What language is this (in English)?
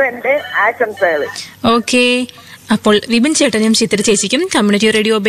Malayalam